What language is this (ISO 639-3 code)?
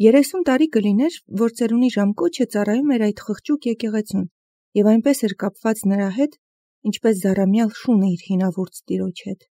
hye